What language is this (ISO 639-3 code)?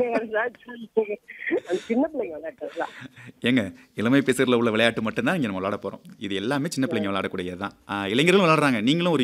tam